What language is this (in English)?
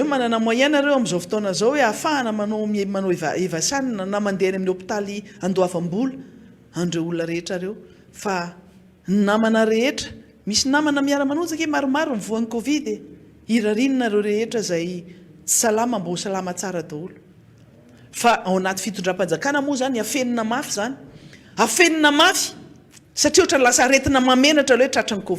Malagasy